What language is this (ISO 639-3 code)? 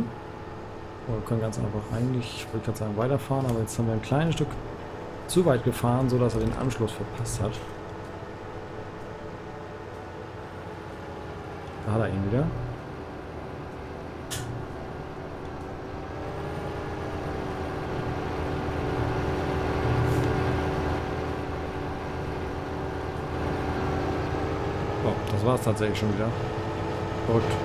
deu